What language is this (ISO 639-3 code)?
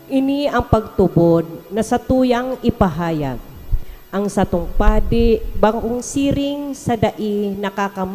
bik